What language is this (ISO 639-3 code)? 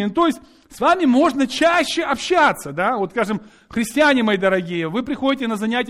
rus